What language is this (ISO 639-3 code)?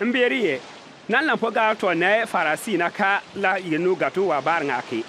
bim